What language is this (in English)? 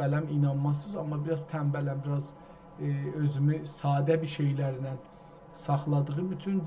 South Azerbaijani